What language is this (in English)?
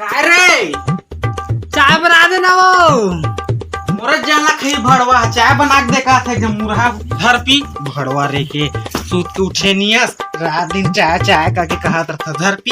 Chhattisgarhi